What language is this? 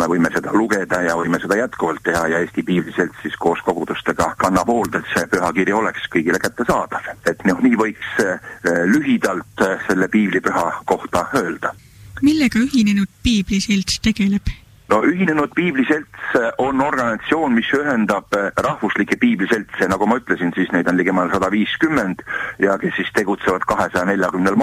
Estonian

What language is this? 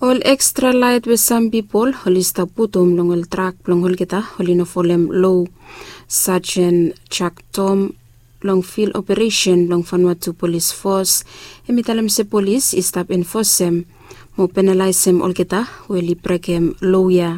Bislama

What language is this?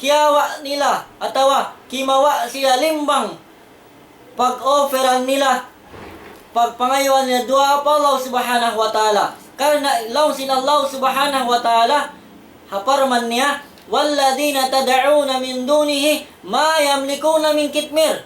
Tausug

